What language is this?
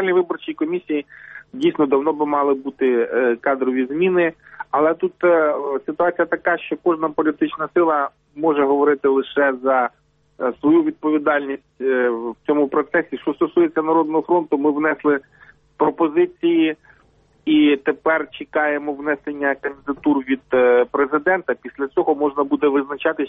Ukrainian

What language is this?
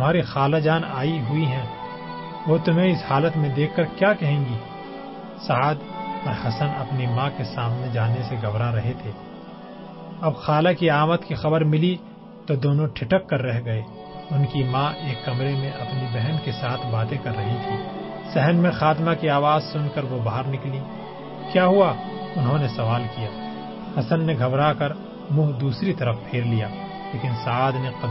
Urdu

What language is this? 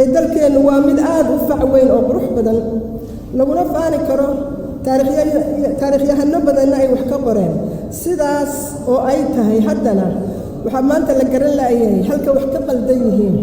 Somali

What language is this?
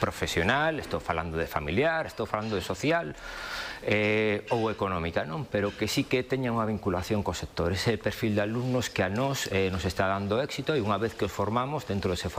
Galician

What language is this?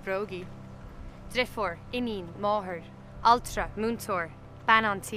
Irish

